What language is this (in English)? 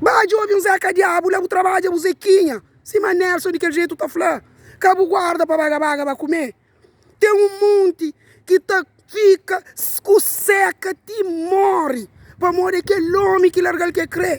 Kabuverdianu